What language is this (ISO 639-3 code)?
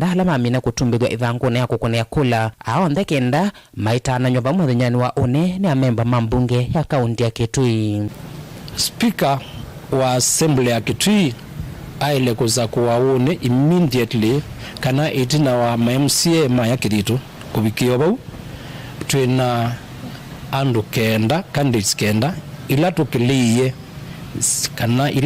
kam